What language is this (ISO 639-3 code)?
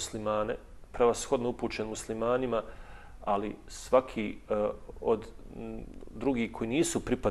bos